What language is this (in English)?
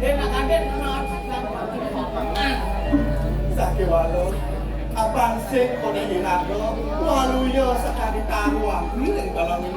Balinese